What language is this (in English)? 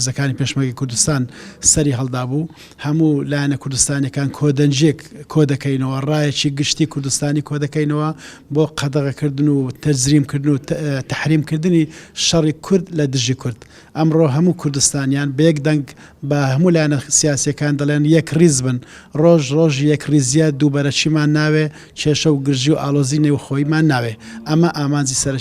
Central Kurdish